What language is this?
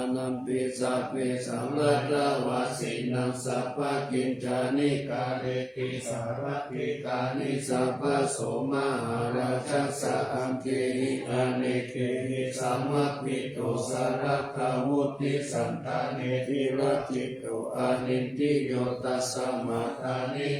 Pali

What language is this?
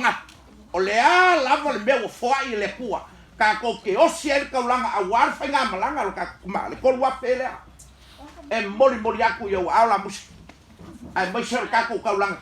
Samoan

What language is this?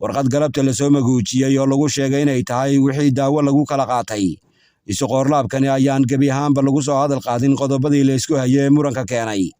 Somali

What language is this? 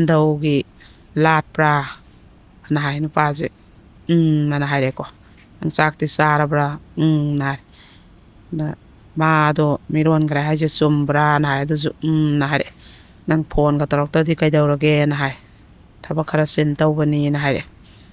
Manipuri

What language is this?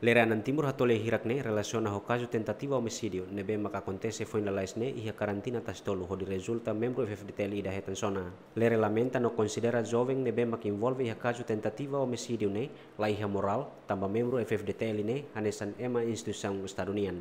Tetum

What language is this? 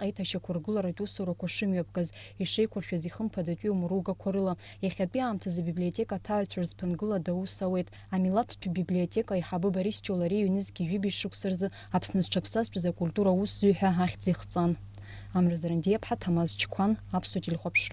Abkhazian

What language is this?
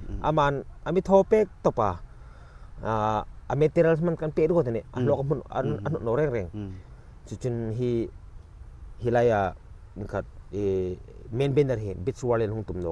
Hmar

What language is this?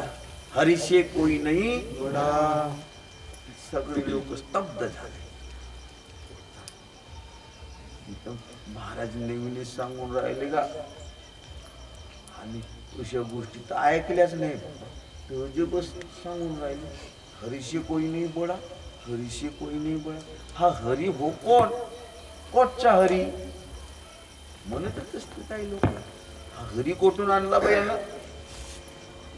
Marathi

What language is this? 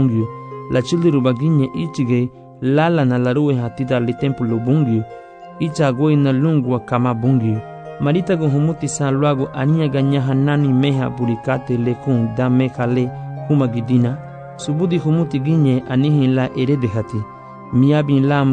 Garifuna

